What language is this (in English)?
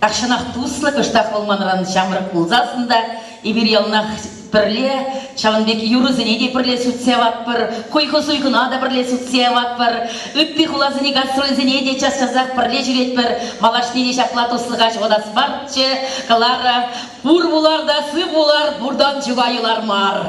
Chuvash